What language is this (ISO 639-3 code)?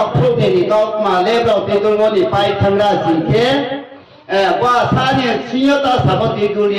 ria